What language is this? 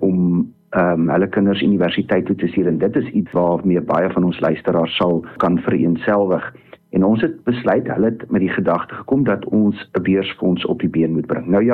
Afrikaans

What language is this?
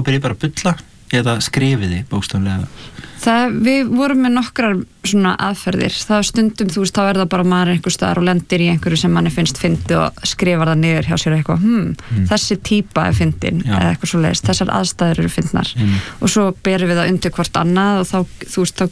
Icelandic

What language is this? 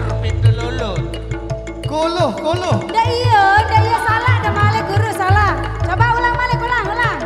Sasak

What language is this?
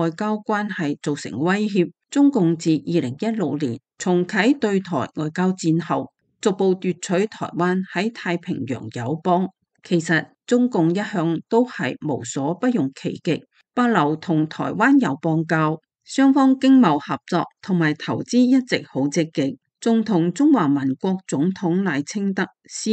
Cantonese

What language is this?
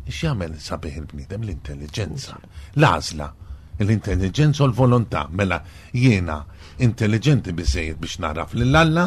Maltese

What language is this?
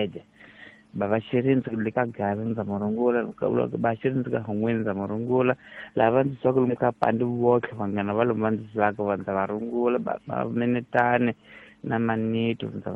Tsonga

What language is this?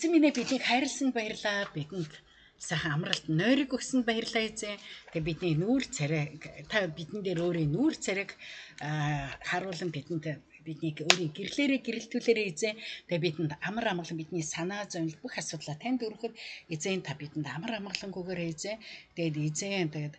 Mongolian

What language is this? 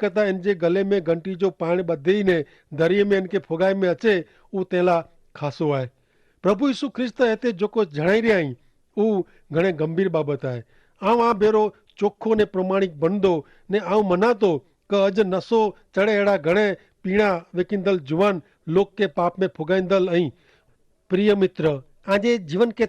Kachhi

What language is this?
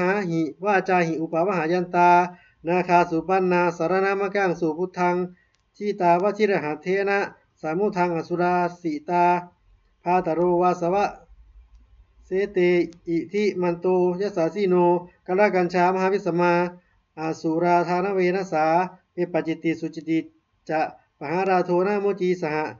Pali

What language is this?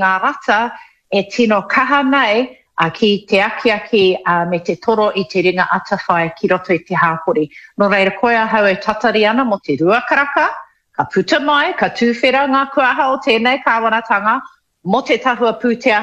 Māori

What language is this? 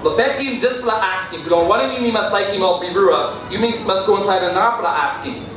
Tok Pisin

